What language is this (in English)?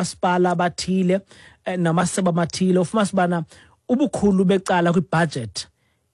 Xhosa